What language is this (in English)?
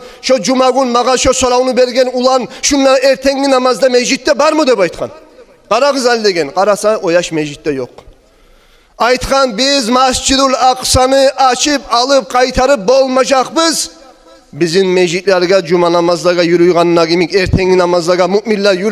Kumyk